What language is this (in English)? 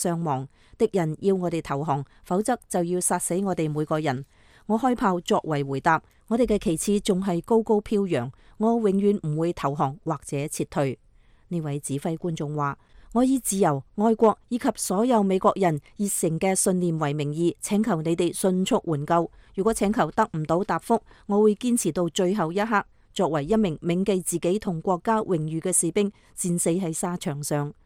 Cantonese